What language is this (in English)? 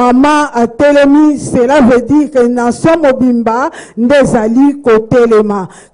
Lingala